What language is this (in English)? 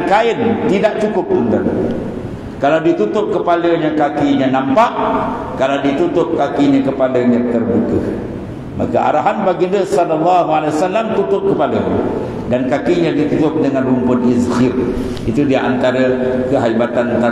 Malay